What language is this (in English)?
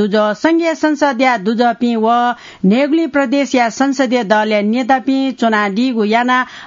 Newari